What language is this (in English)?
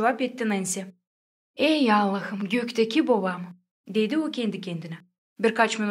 Gagauz